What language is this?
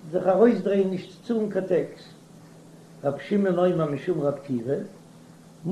Yiddish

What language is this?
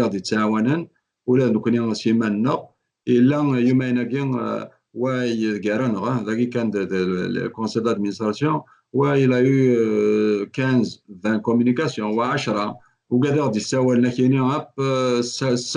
Kabyle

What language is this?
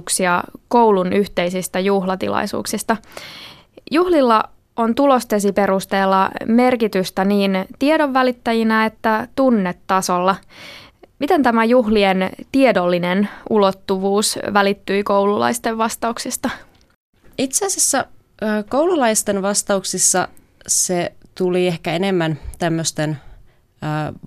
Finnish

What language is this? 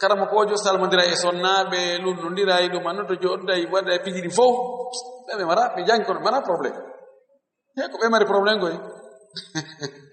Fula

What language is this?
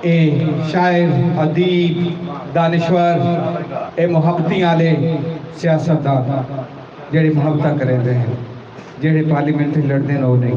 Saraiki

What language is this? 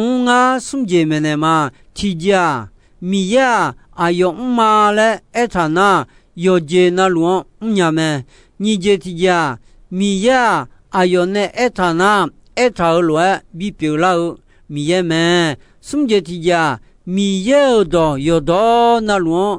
Akha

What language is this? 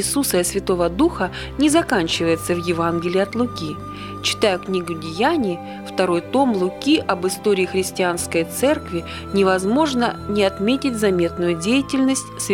Russian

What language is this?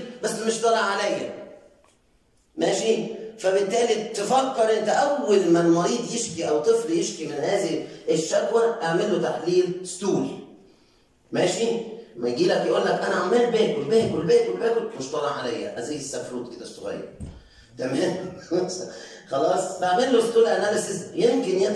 Egyptian Arabic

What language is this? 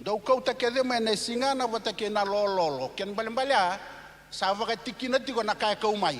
Fijian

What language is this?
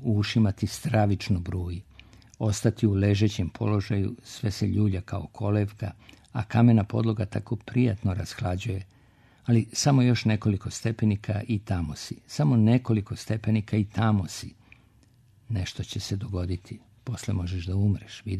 Serbian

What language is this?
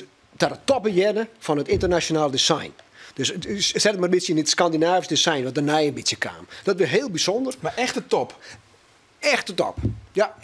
Western Frisian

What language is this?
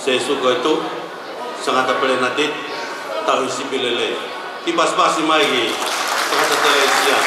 Tongan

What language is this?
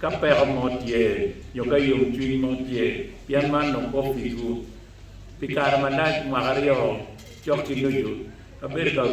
Acoli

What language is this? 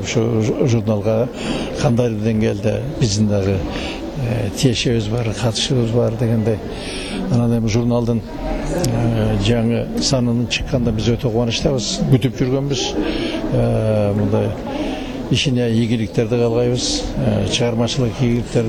Kyrgyz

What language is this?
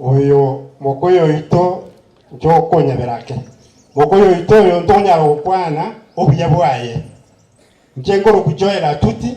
Gusii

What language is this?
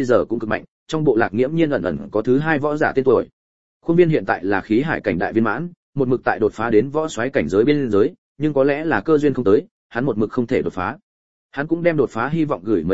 Vietnamese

